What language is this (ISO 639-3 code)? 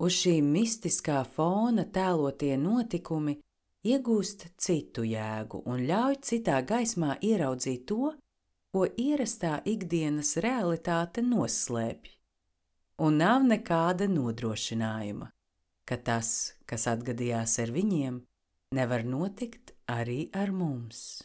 lav